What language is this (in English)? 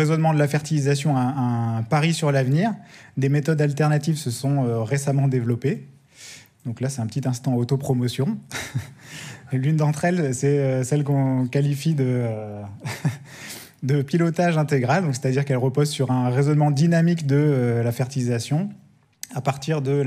French